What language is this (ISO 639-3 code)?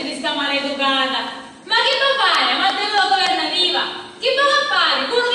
scn